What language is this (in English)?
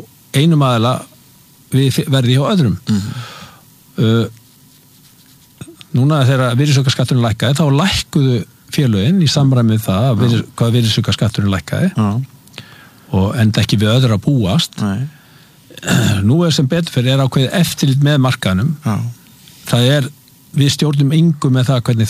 Icelandic